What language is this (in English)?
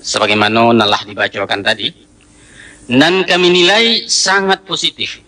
Minangkabau